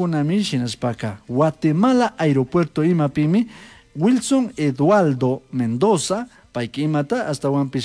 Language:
Chimborazo Highland Quichua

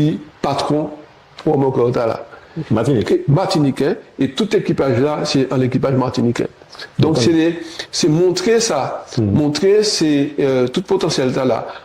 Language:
Guadeloupean Creole French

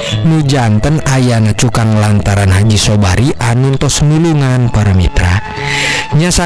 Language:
Sundanese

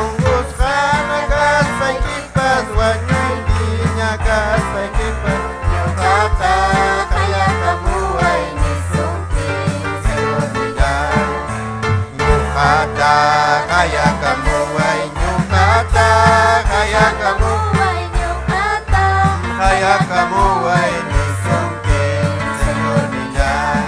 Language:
Ayacucho Quechua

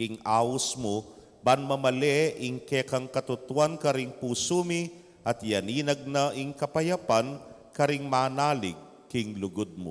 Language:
Pampanga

